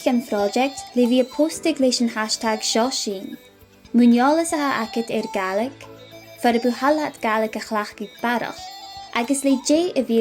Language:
Scottish Gaelic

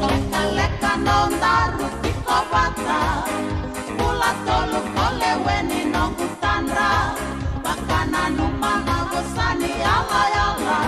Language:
Fijian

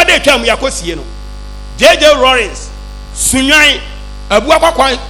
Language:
Akan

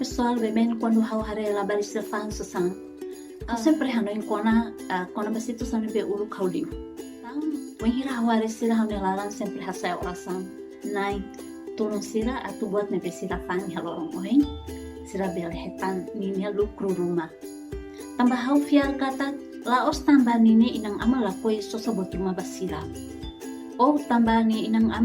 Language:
Tetum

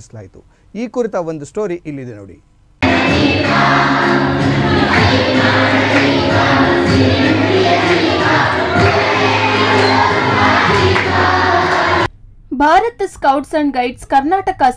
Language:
Kannada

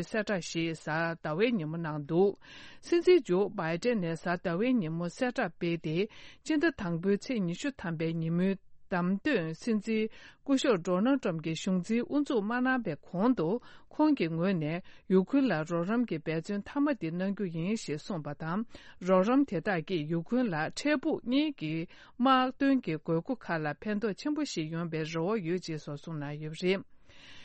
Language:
Tibetan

